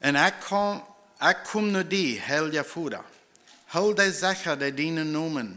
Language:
Plautdietsch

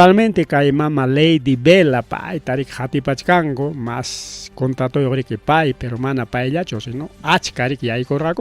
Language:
Ayacucho Quechua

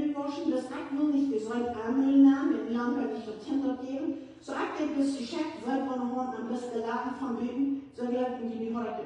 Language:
Plautdietsch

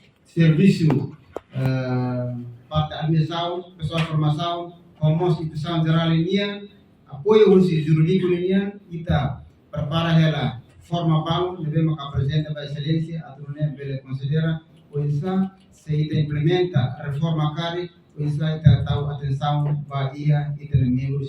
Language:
Tetum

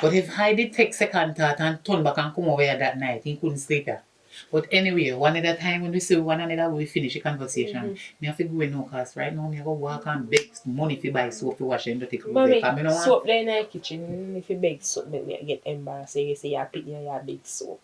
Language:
Jamaican Creole English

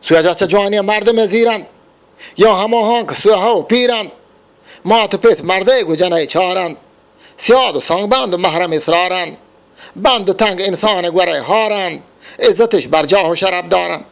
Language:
Eastern Balochi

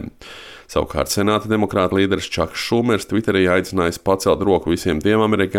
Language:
Latvian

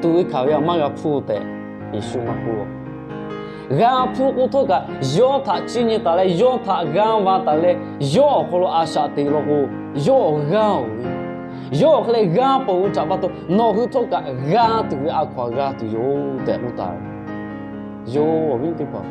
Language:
Lahu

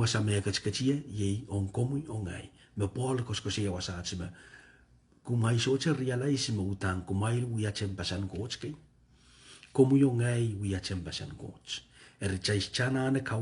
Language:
Pohnpeian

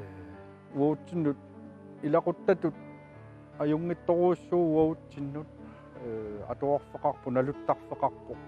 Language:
Kalaallisut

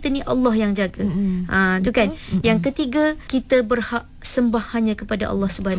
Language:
Malay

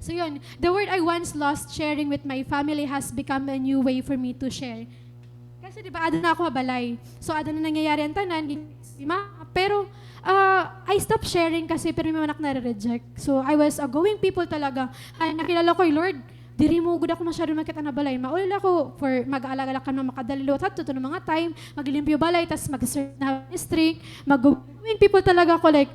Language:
Waray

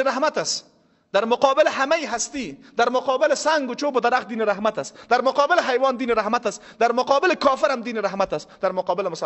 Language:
Persian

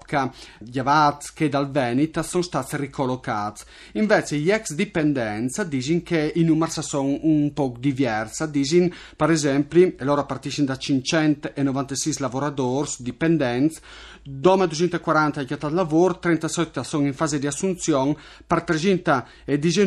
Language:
Friulian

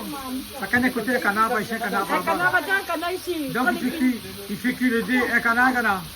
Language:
Réunion Creole French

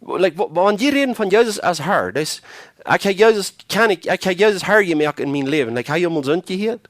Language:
Plautdietsch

